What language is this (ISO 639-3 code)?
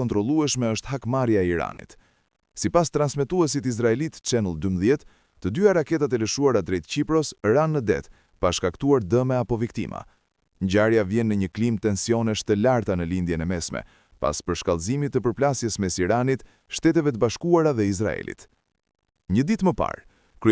sqi